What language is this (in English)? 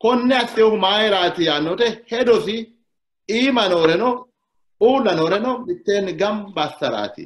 Sidamo